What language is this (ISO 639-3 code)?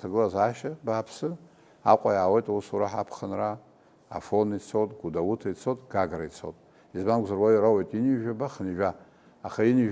abk